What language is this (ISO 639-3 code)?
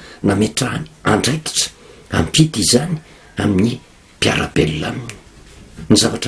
mlg